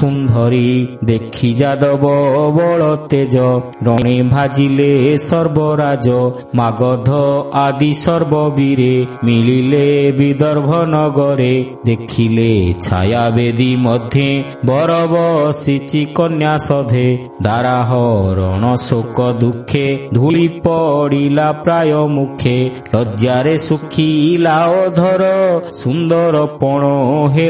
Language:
Odia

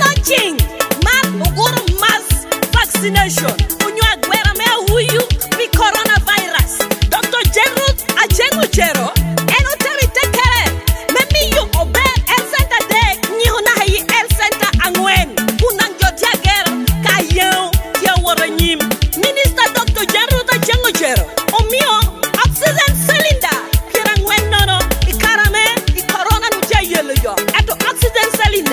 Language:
Lango (Uganda)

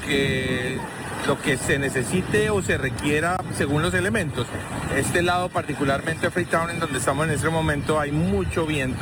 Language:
Spanish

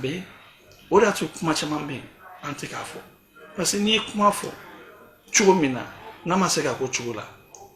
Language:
Bambara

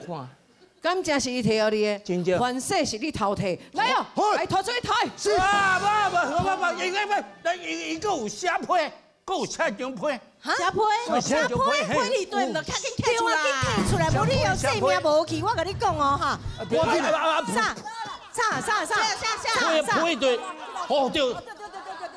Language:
Chinese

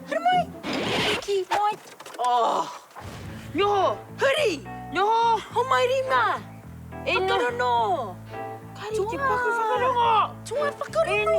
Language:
Māori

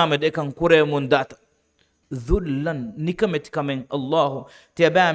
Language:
Divehi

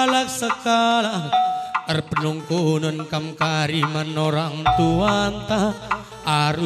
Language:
Batak Karo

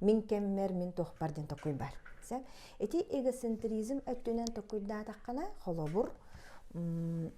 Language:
Yakut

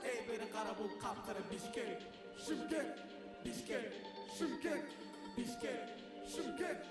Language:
Kara-Kalpak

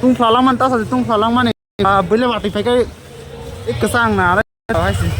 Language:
Kok Borok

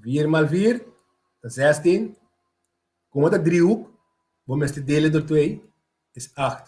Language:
Papiamento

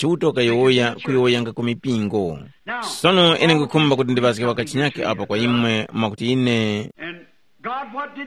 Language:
Tumbuka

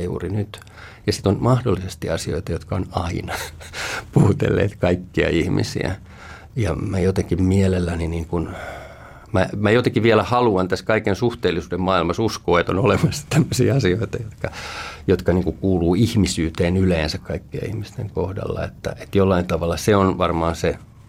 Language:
Finnish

